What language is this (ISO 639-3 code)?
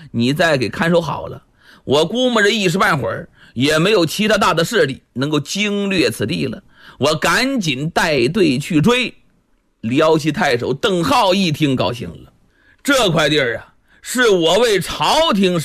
zho